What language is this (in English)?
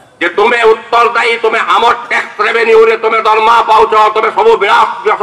Odia